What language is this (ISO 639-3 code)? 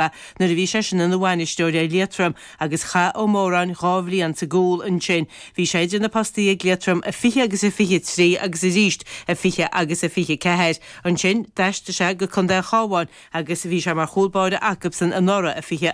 gle